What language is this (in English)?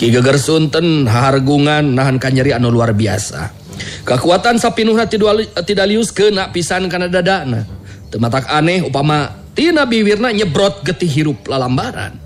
Sundanese